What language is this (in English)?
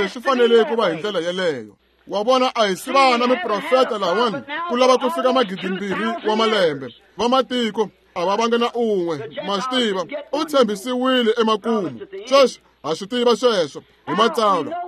Tsonga